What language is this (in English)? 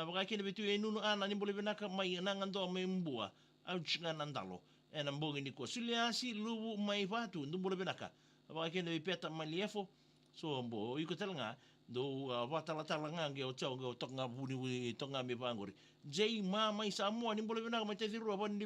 Fijian